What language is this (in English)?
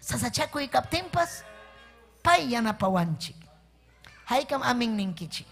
Ayacucho Quechua